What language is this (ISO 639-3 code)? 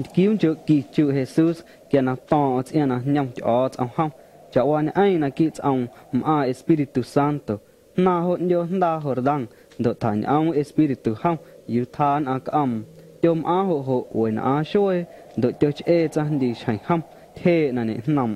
amu